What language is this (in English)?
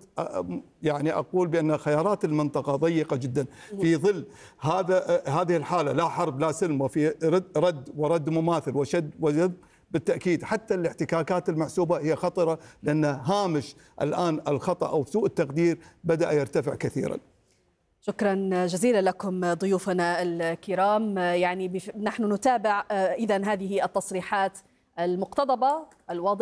Arabic